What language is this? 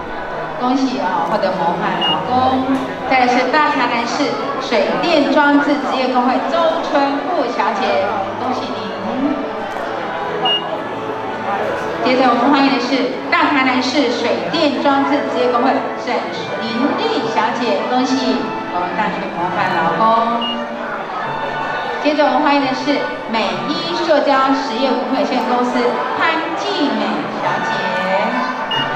Chinese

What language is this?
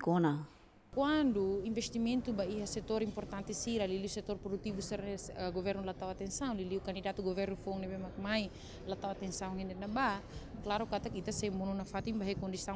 Tetum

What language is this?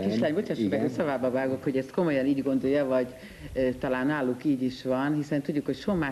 Hungarian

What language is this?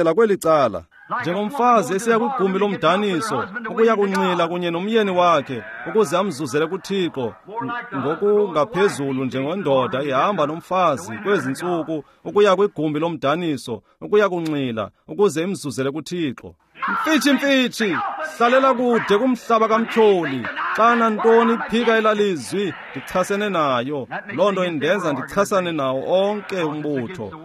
Xhosa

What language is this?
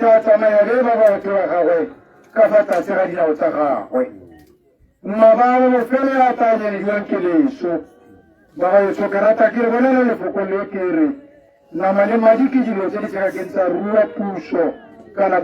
Tswana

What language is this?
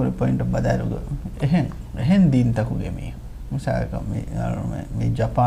Divehi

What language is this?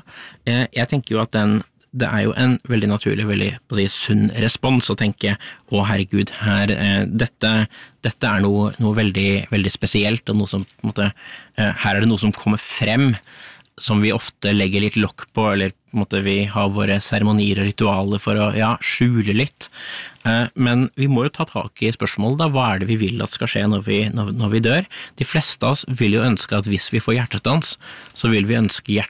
Norwegian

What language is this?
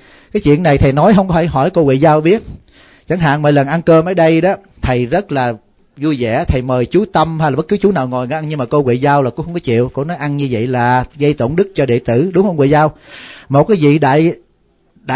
Vietnamese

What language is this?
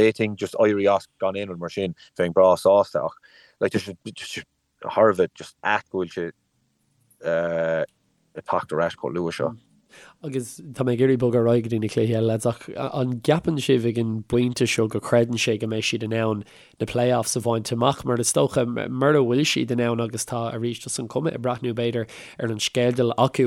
Irish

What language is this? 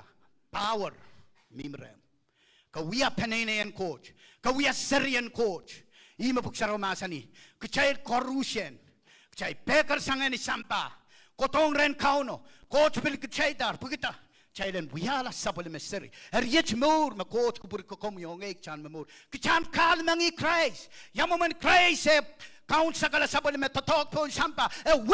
Pohnpeian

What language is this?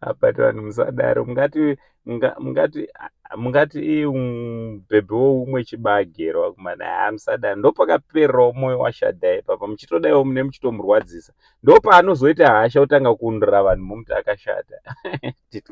Shona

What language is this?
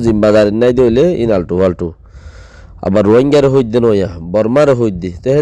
Rohingya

